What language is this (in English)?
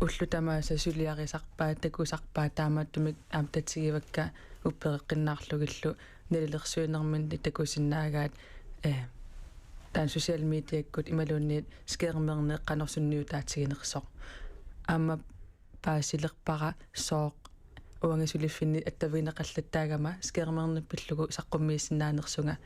Kalaallisut